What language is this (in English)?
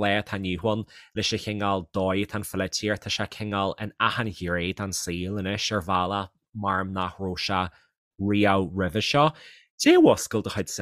Irish